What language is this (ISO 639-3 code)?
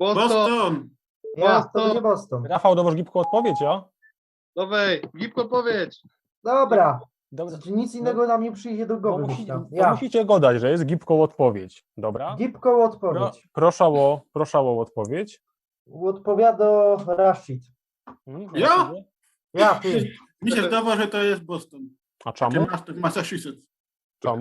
szl